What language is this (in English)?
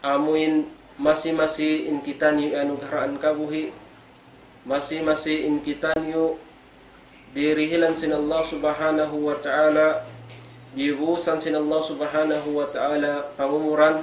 Tausug